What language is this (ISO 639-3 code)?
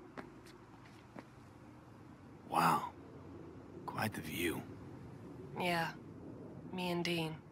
ces